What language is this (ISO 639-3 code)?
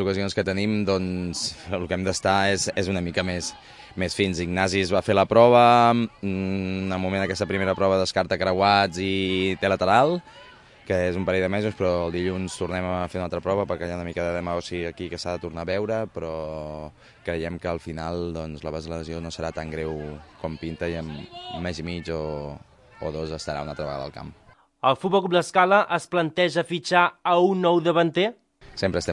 cat